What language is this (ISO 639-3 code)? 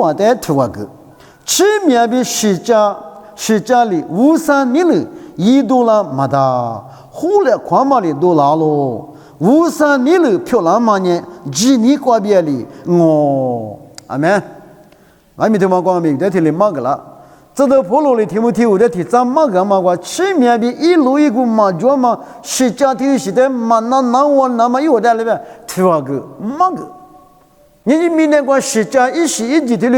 lis